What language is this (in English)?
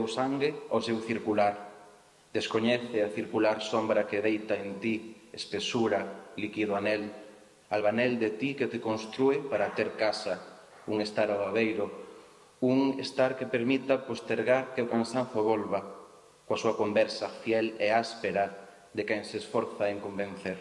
Galician